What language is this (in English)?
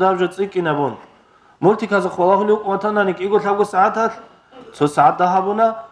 Avaric